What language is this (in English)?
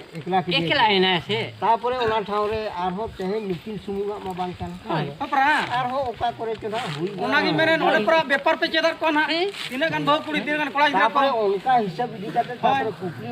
Santali